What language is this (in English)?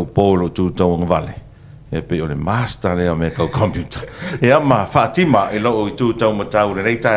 Samoan